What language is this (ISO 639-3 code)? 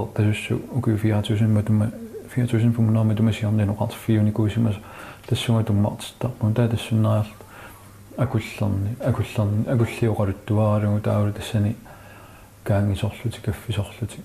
kal